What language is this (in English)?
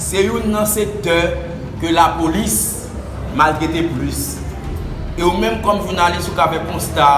Haitian Creole